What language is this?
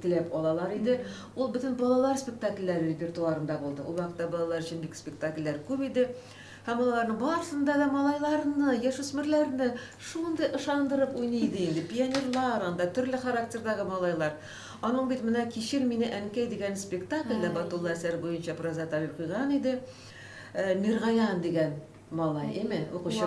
Tatar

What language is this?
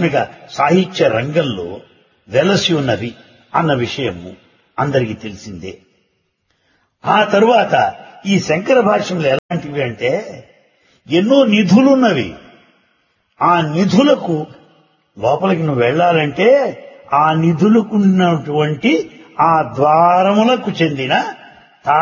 Telugu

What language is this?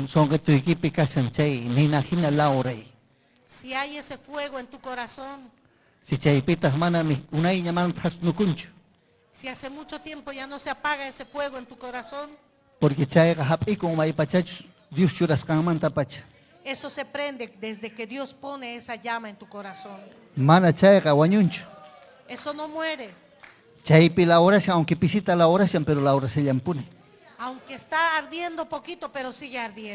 Ayacucho Quechua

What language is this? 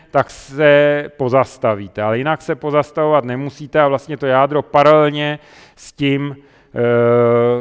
Czech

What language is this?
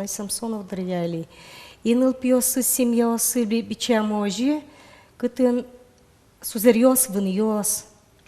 Udmurt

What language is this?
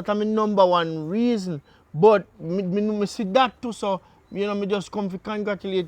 Jamaican Creole English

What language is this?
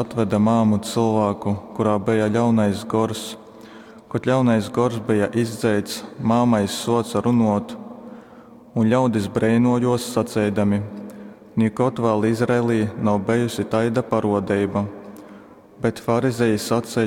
Latgalian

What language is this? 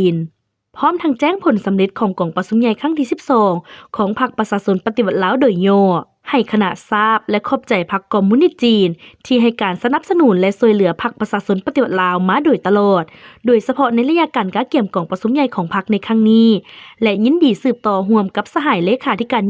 Lao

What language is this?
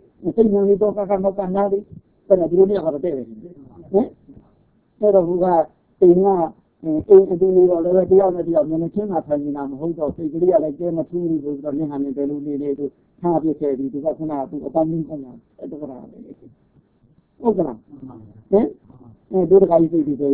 Burmese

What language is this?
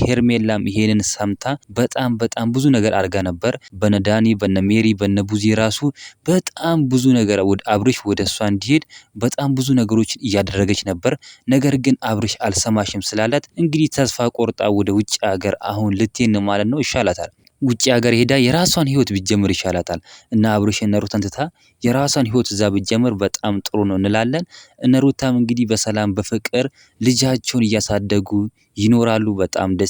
Amharic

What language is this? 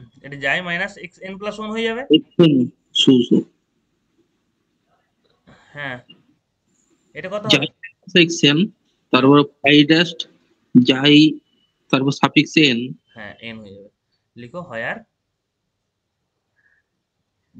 Bangla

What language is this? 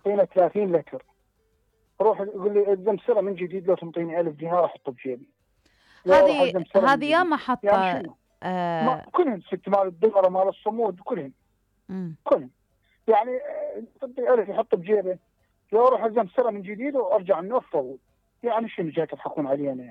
Mesopotamian Arabic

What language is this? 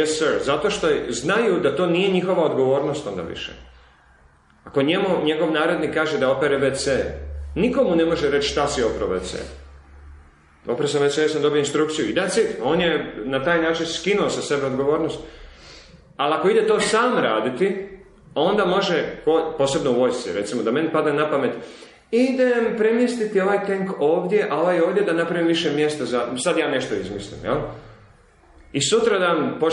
Croatian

